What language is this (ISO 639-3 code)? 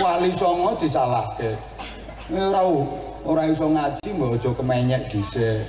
jav